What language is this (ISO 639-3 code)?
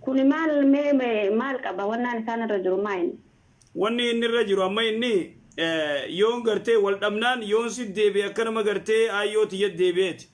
orm